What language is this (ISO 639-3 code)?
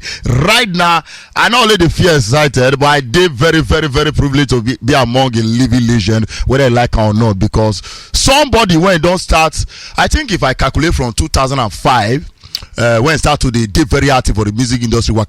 pcm